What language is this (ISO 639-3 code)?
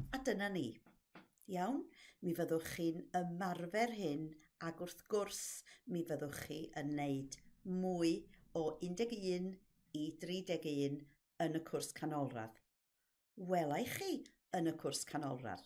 cym